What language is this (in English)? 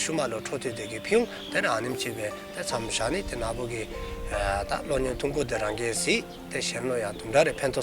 Dzongkha